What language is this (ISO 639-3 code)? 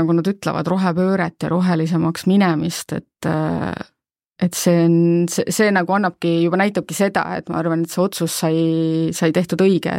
est